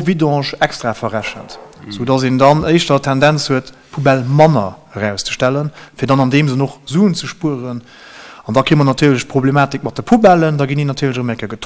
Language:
Luxembourgish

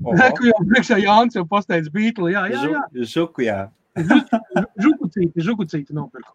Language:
Latvian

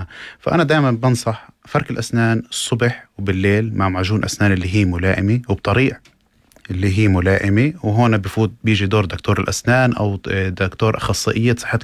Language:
North Levantine Arabic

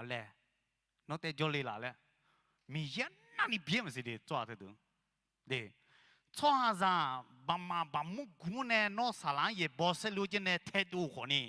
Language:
Akha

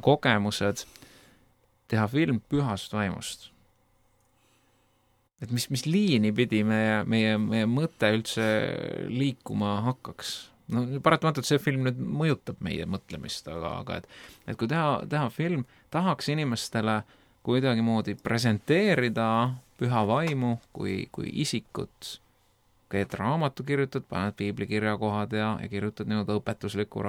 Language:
Estonian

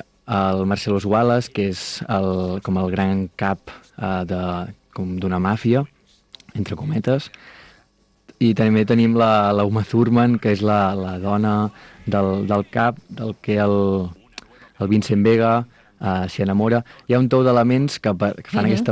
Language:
Catalan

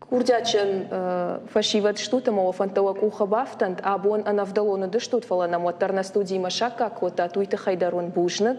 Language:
Ossetic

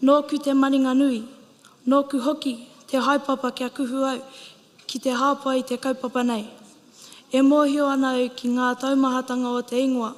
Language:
Māori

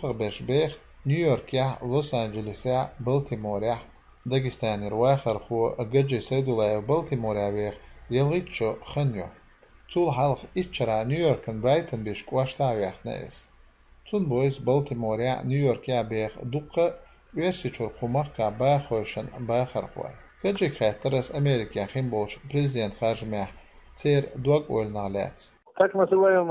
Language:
Chechen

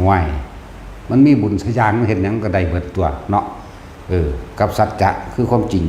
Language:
Northeastern Thai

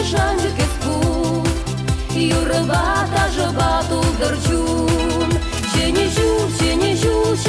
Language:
Chuvash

